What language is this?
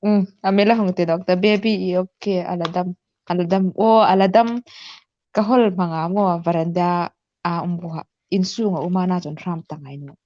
Hmar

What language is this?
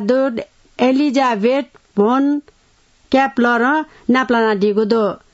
Newari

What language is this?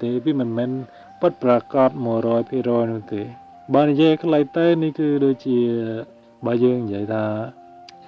Khmer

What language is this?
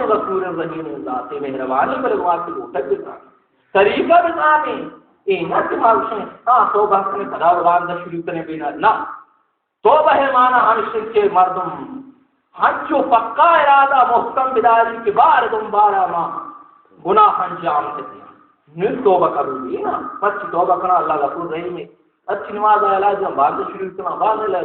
Baluchi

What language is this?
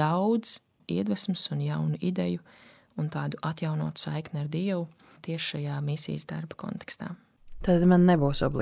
Latvian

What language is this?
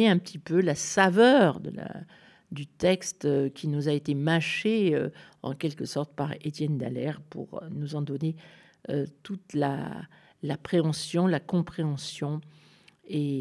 French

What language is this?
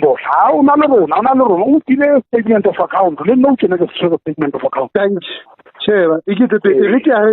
Southern Sotho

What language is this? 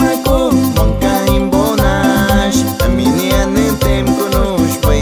Aguaruna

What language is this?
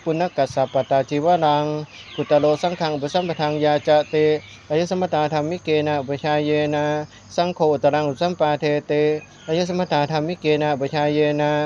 Pali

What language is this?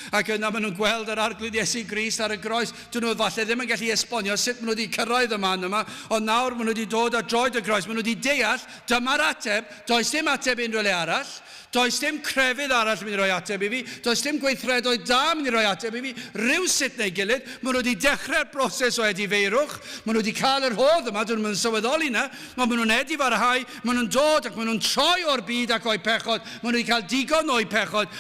Welsh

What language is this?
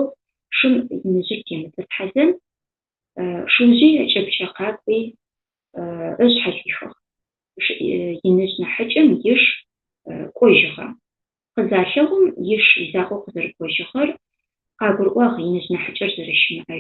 Adyghe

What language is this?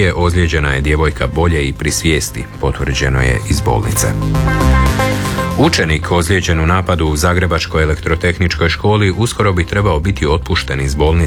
Croatian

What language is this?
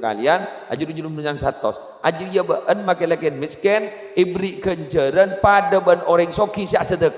Madurese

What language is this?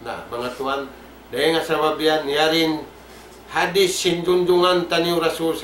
Tausug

